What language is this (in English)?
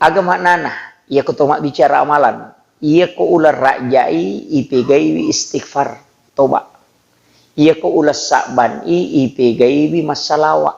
Buginese